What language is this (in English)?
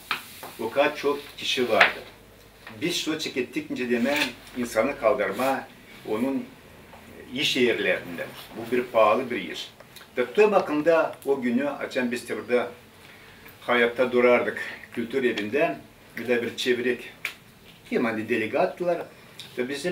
Gagauz